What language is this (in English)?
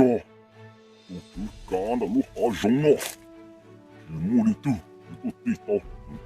Hmong